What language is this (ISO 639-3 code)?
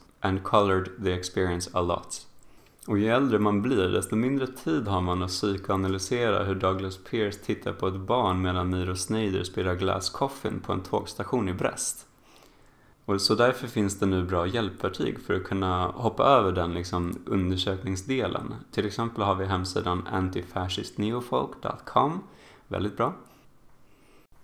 swe